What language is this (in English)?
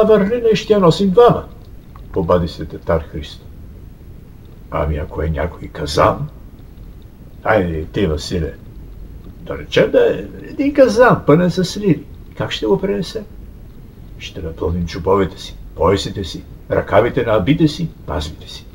Bulgarian